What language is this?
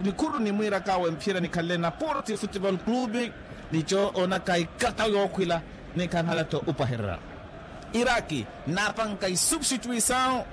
Makhuwa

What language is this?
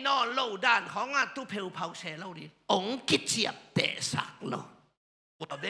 Tedim Chin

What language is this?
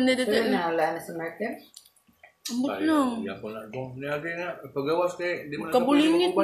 Cebuano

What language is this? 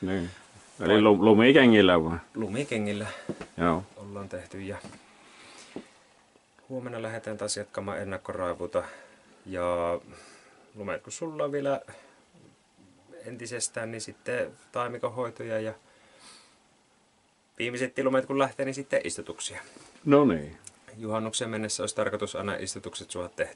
Finnish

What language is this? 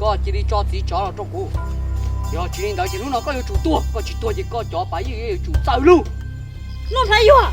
Hmong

